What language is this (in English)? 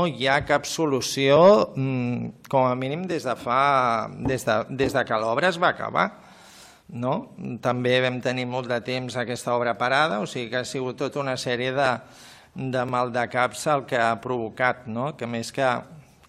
Catalan